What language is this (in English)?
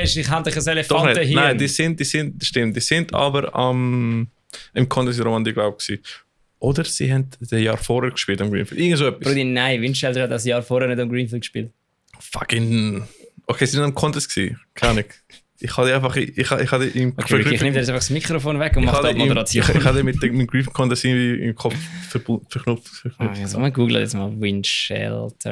Swiss German